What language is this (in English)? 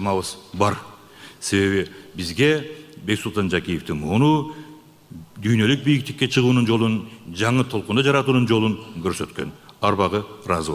Kyrgyz